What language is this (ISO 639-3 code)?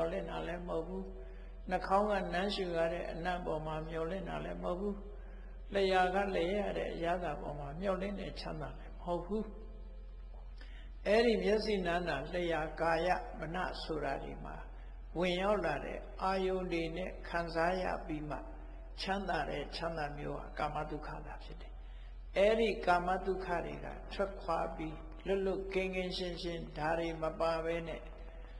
mya